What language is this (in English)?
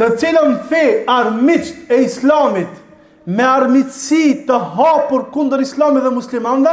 Albanian